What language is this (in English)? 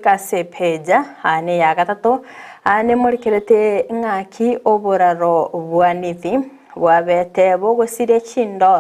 Gusii